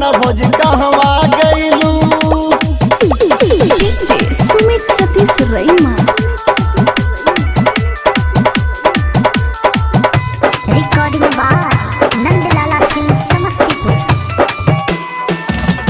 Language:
Bhojpuri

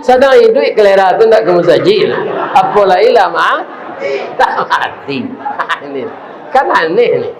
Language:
Minangkabau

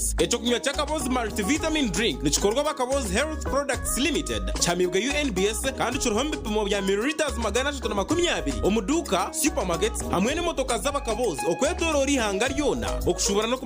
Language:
Nyankole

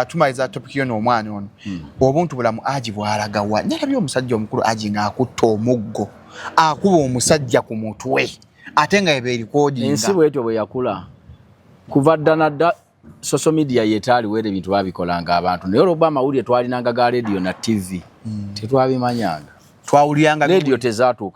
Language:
Ganda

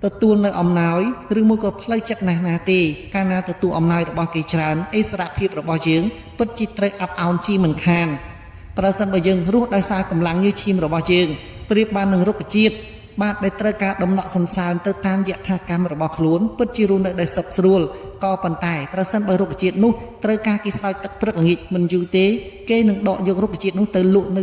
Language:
Khmer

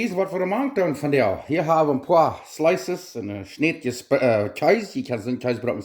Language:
Plautdietsch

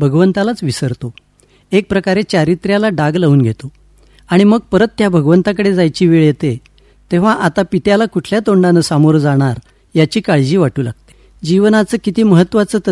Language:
Marathi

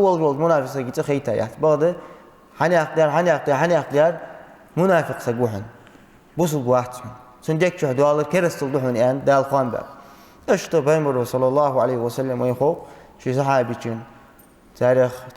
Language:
Ingush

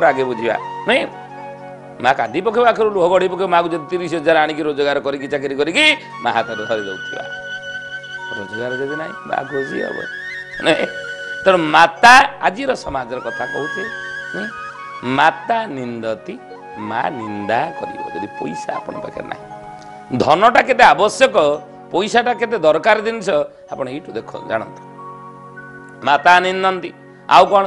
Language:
Odia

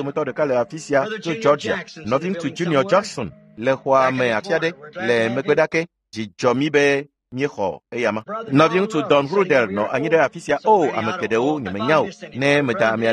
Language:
Ewe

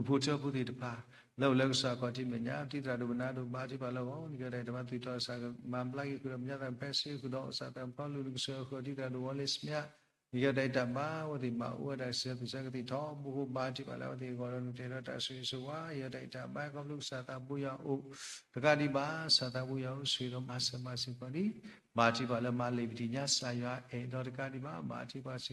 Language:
S'gaw Karen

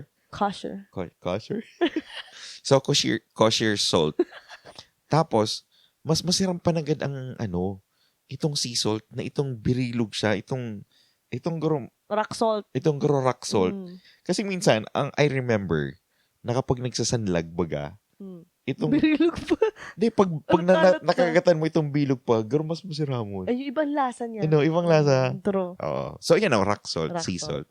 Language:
Bikol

